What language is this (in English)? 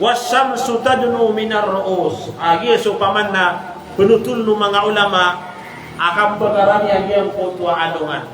Maranao